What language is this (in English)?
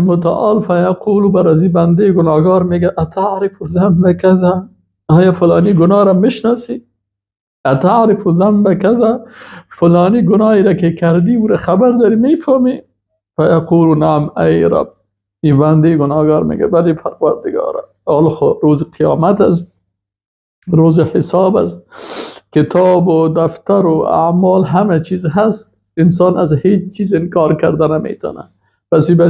Persian